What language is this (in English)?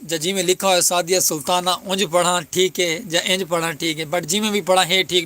Saraiki